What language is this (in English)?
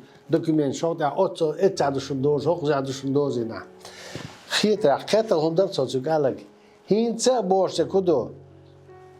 Chechen